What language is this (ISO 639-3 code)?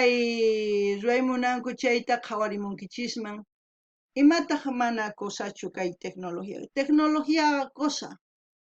quh